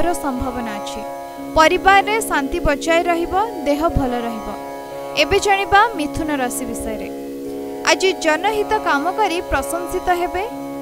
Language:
Odia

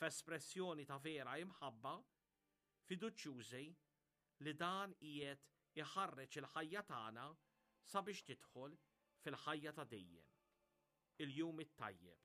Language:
Maltese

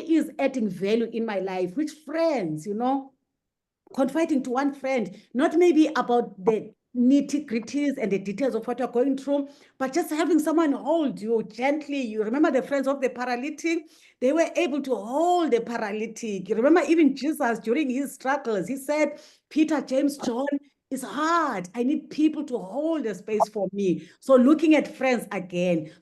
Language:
English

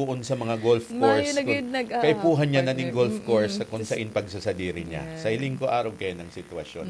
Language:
Bikol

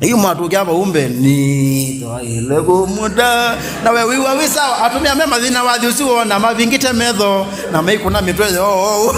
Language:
Kamba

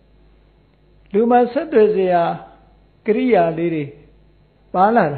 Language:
Burmese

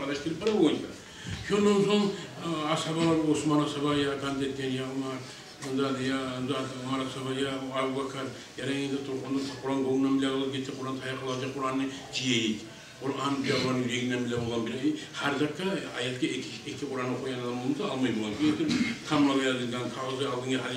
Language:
Kumyk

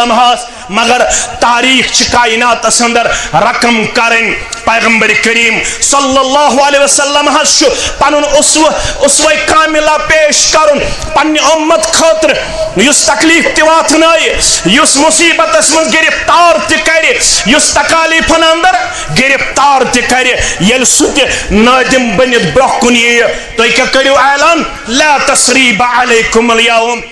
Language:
Kashmiri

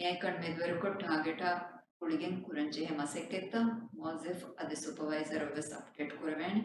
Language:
Divehi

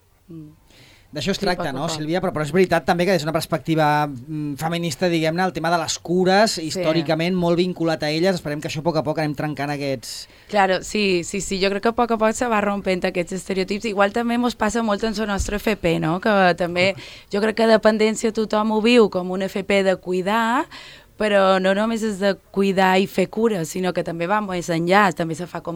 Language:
Catalan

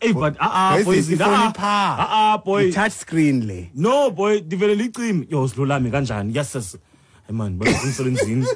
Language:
Xhosa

